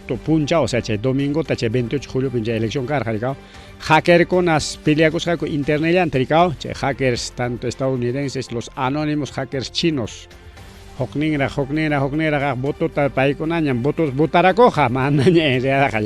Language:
Ayacucho Quechua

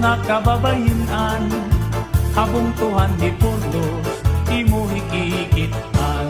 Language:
Waray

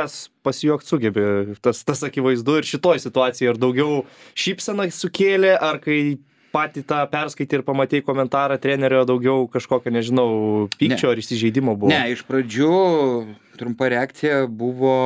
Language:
Lithuanian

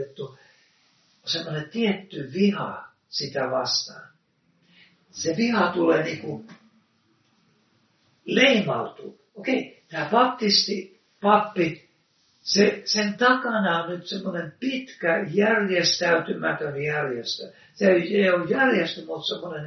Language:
Finnish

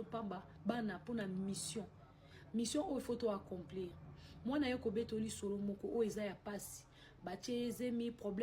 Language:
Lingala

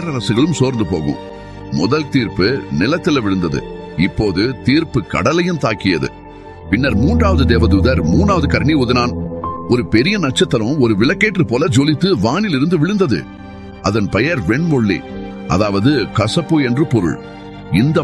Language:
Tamil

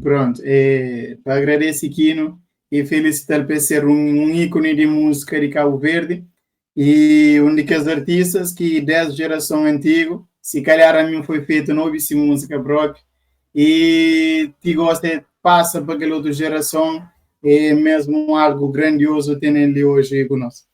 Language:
Kabuverdianu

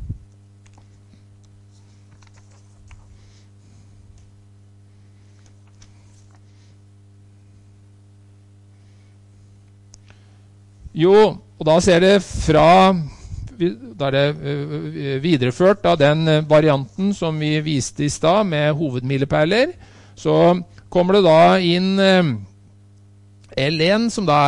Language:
Norwegian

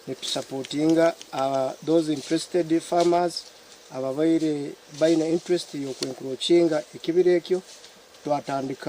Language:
Nyankole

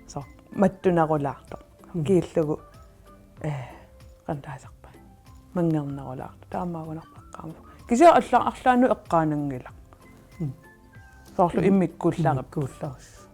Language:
Kalaallisut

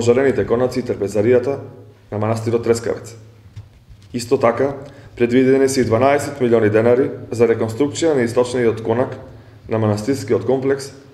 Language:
Macedonian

